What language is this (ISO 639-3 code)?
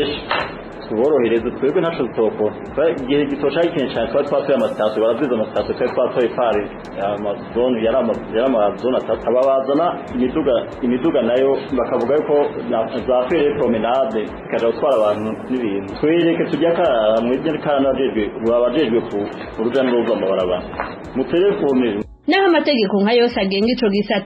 run